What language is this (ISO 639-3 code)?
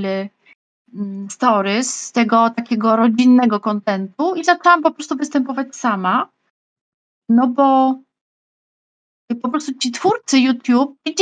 pol